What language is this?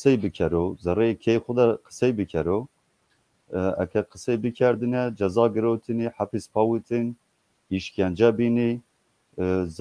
Zaza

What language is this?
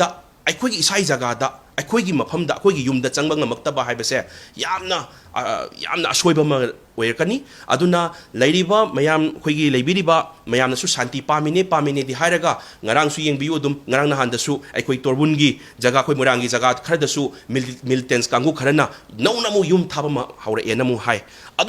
Manipuri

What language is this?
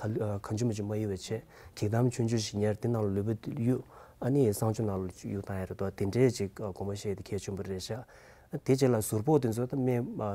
Tibetan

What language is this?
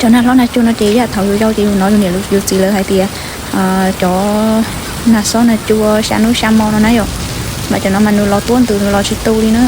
Hmong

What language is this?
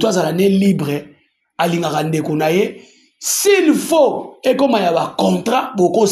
Lingala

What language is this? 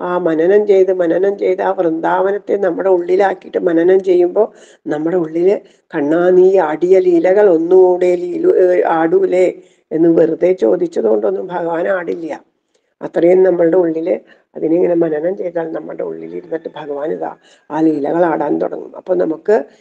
Malayalam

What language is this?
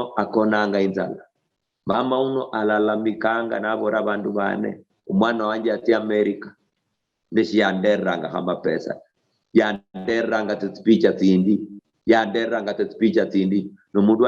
Luyia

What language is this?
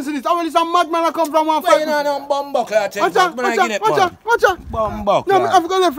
Jamaican Creole English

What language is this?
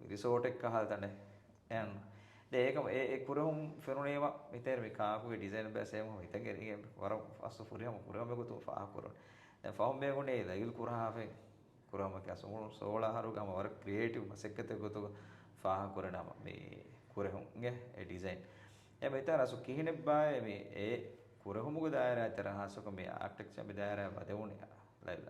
Divehi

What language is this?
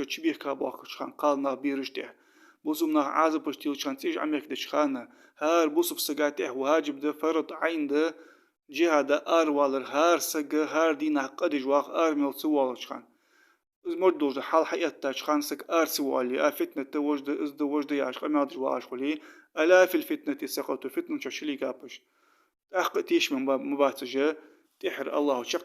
Ingush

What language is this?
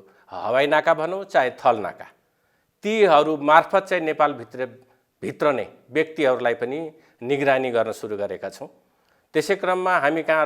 Nepali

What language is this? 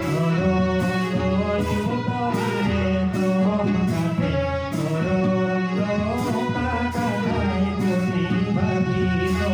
Santali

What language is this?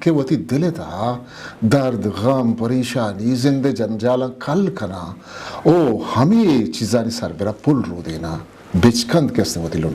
Eastern Balochi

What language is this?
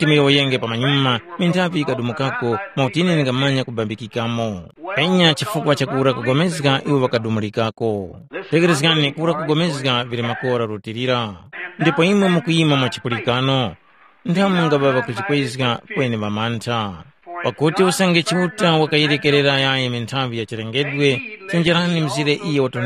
Tumbuka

